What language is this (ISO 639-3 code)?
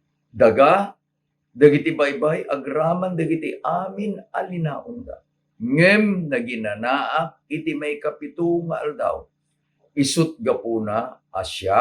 ilo